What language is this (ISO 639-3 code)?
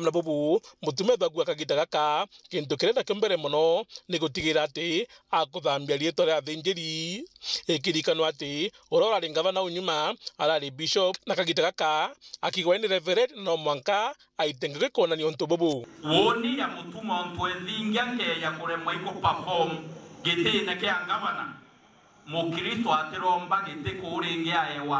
mer